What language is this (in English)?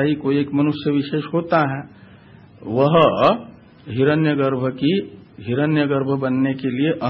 Hindi